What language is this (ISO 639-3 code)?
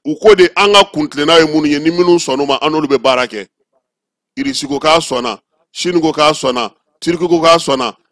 bam